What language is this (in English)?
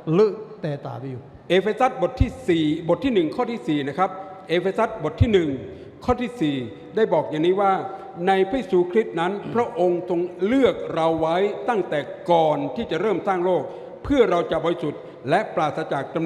Lahu